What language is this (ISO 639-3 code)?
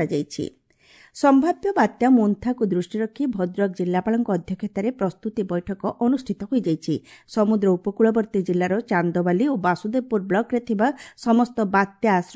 ori